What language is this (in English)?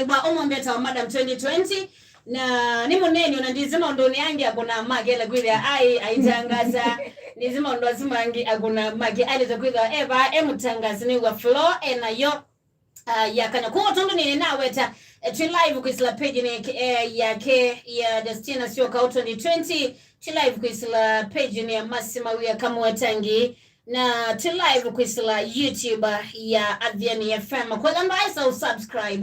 Kamba